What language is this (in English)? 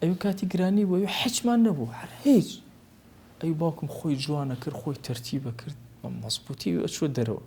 Central Kurdish